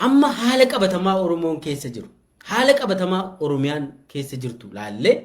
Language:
Oromo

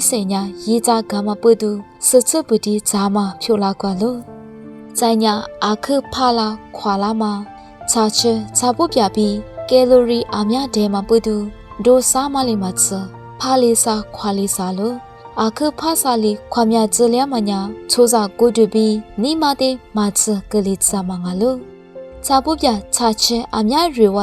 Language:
Lisu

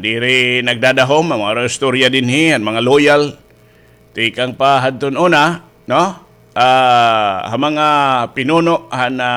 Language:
Waray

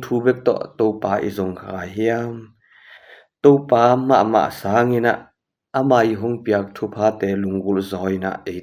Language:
Tedim Chin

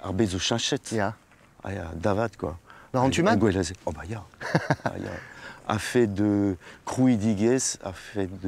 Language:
Breton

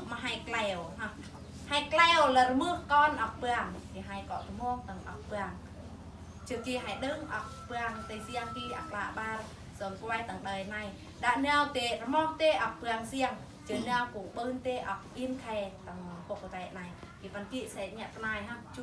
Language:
Eastern Bru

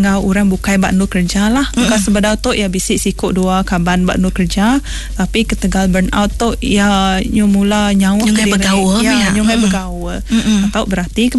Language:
Iban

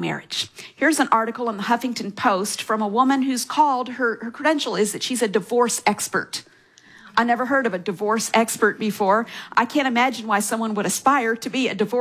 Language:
English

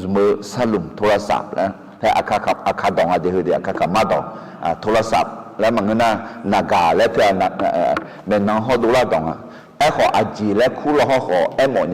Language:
Akha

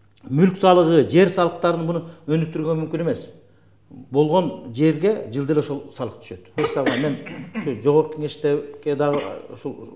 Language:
Kyrgyz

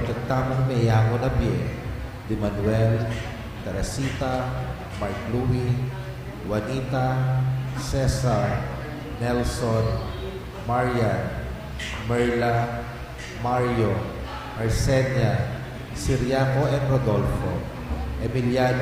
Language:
Pampanga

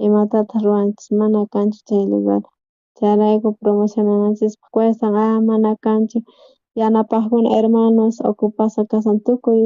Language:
South Bolivian Quechua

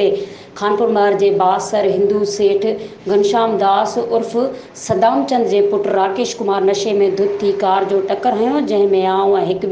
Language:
Sindhi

